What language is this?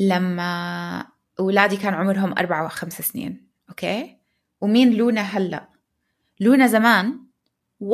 North Levantine Arabic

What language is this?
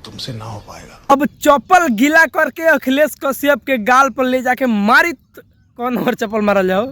Bhojpuri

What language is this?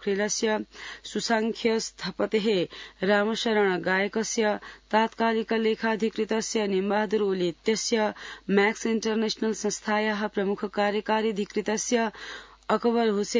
Sanskrit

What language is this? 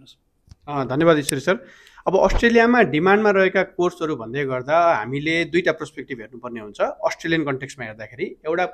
Nepali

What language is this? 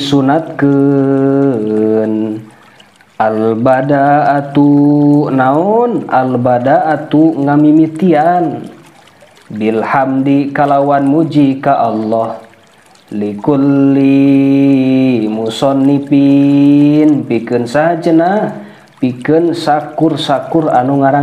Sundanese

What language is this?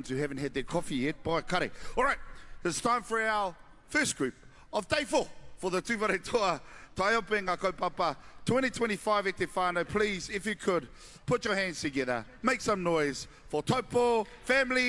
Māori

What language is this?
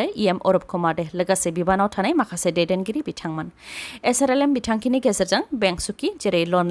Bodo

